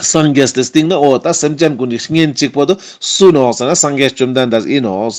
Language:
Ladakhi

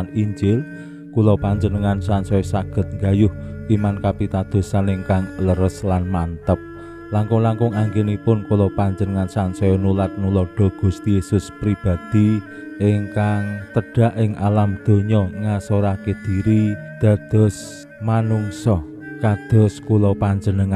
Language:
Javanese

